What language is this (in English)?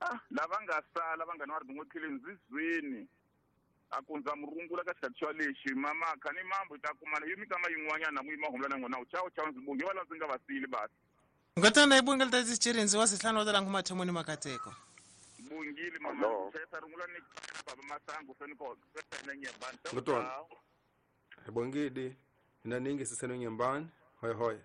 Tsonga